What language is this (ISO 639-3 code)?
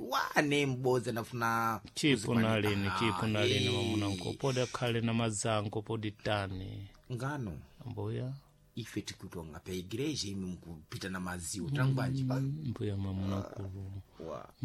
seh